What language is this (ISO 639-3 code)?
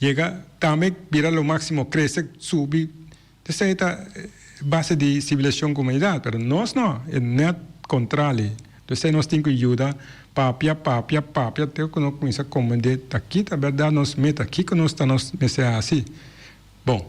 pap